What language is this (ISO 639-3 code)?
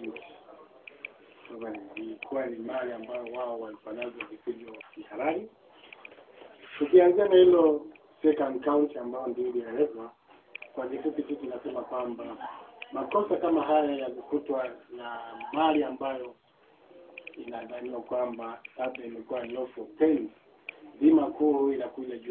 swa